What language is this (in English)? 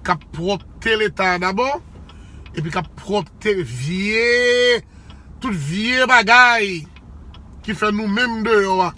Haitian Creole